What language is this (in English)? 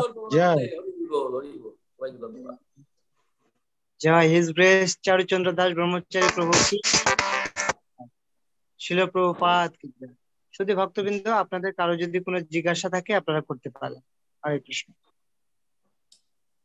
Bangla